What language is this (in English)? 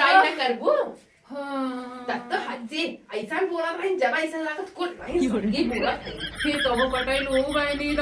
Awadhi